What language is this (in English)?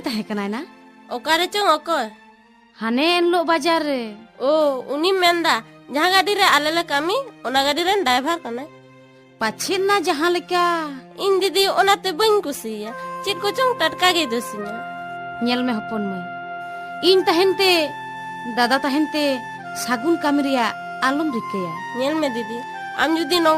Santali